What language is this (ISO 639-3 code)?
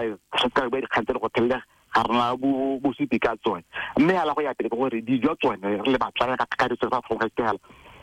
tsn